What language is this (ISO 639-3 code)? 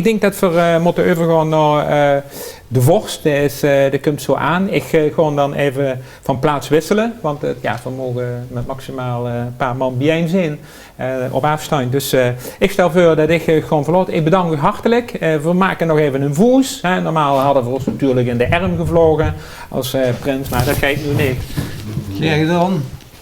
lim